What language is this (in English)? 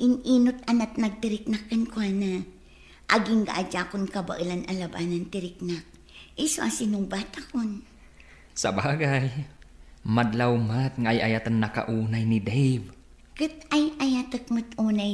Iloko